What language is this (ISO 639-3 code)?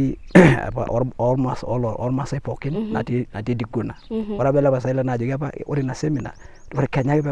mas